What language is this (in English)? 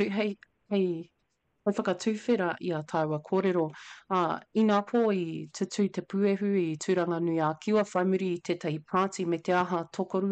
Māori